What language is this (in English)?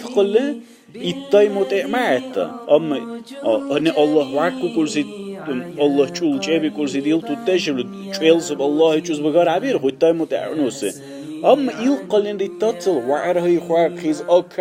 Dargwa